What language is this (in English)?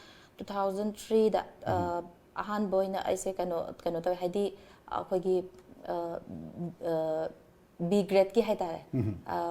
Manipuri